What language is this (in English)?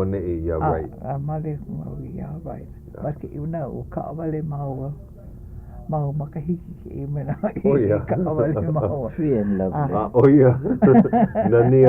Hawaiian